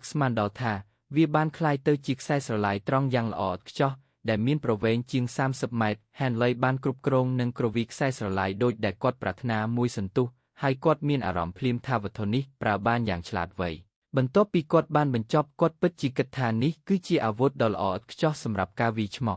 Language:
Khmer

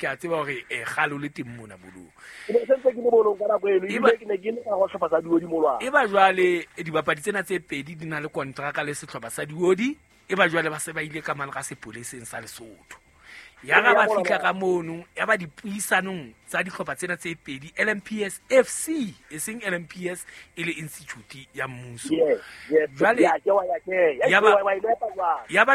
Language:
Southern Sotho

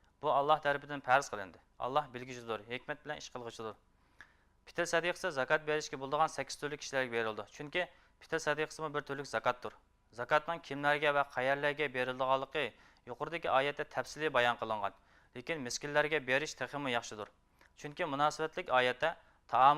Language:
Uyghur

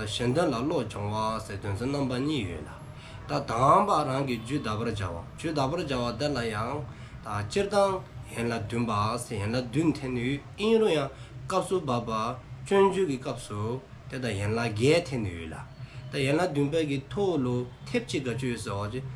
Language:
Dzongkha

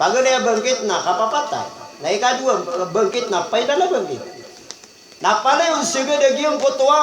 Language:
Maranao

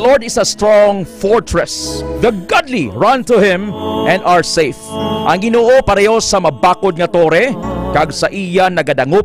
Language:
Hiligaynon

